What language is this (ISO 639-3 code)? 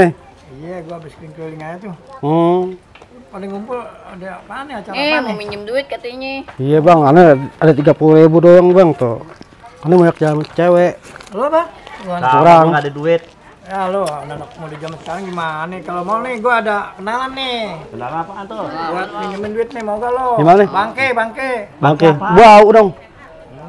bew